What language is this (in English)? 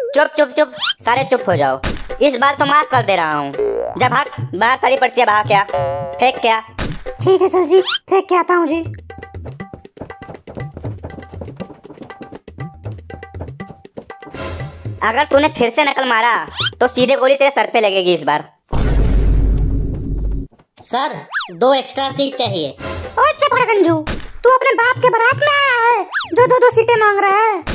Hindi